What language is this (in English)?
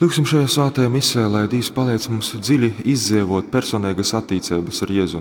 Latgalian